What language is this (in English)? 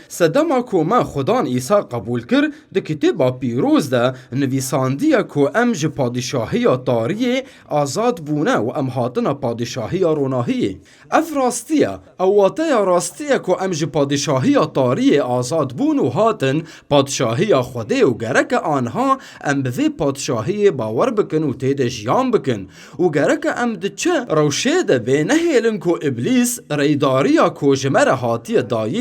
Kurdish